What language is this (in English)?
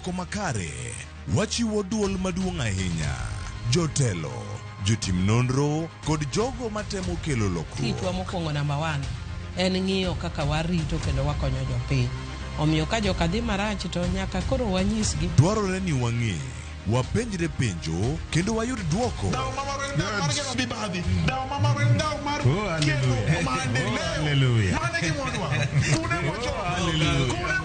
Luo (Kenya and Tanzania)